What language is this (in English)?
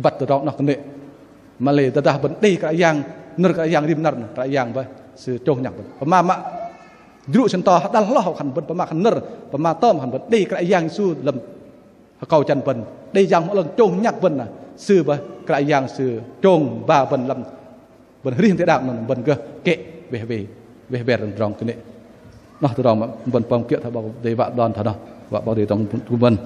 Bahnar